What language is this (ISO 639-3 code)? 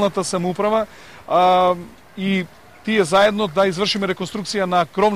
mkd